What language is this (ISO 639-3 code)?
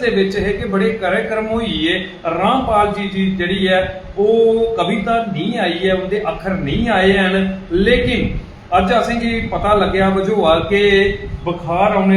doi